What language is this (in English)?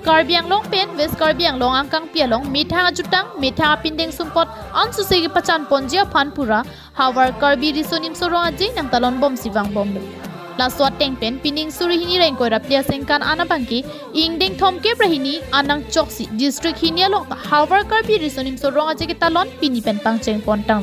Karbi